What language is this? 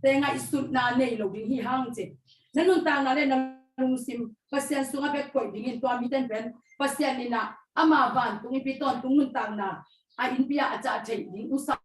Tedim Chin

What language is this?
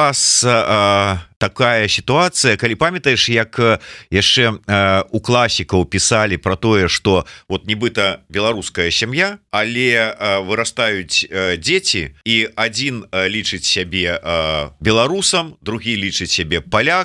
Belarusian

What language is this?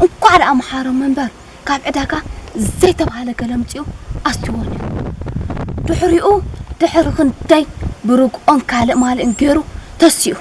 Tigrinya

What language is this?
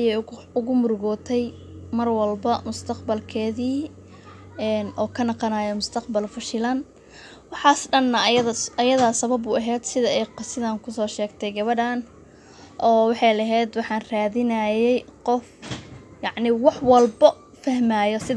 Somali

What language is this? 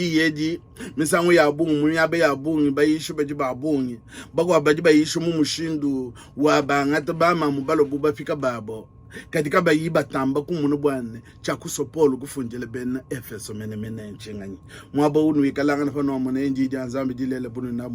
Luba-Lulua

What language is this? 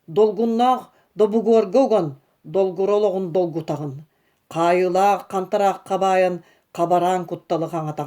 Yakut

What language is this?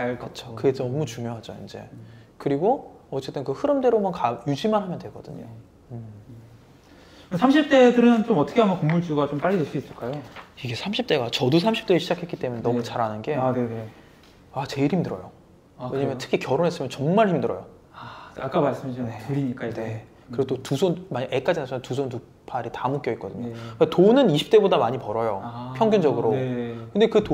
Korean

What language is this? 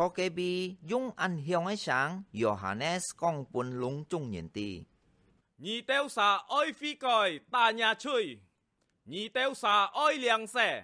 Hakka Chinese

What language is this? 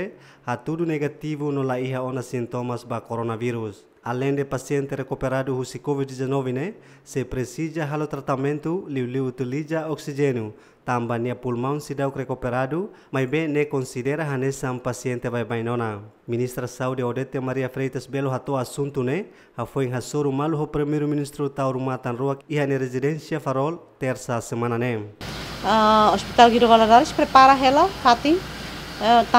Tetum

